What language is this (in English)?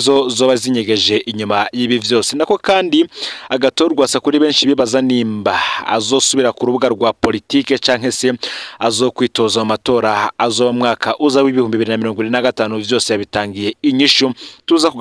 Rundi